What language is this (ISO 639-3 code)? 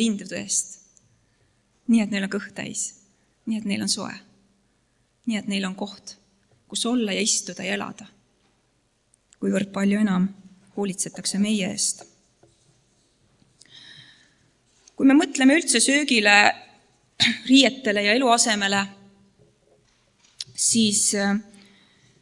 est